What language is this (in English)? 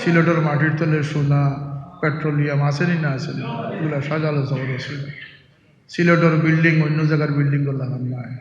Sylheti